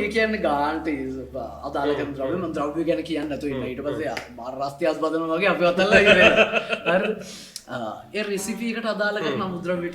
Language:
Sinhala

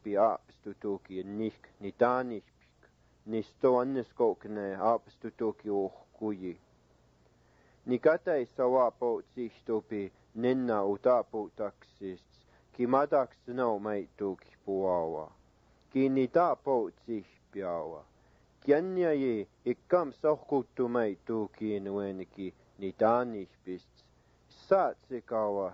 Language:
Siksiká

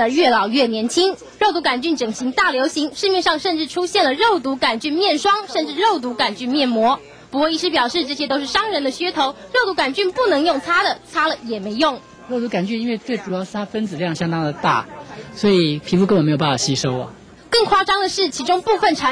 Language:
Chinese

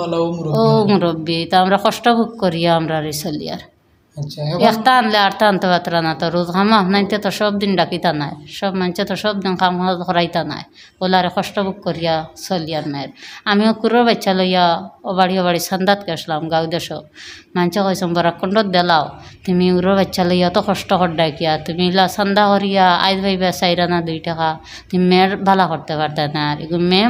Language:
Sylheti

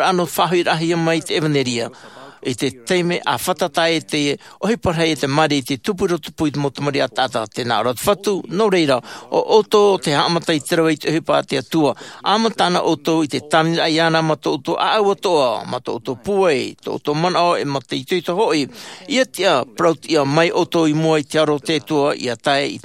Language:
Tahitian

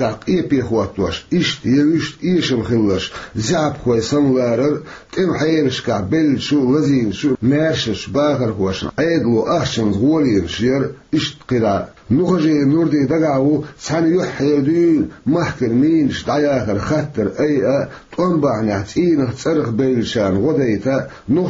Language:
Chechen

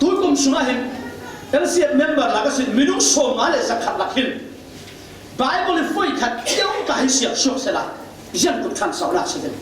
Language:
Falam Chin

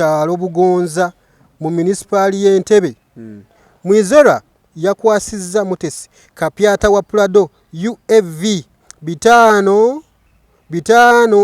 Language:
Ganda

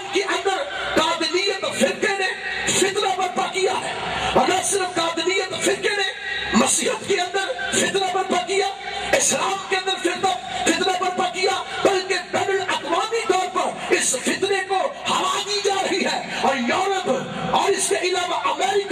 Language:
Urdu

